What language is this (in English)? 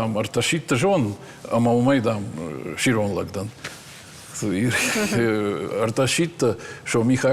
Ossetic